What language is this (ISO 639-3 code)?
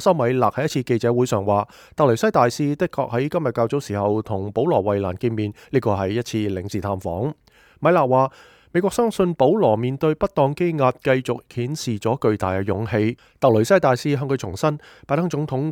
yue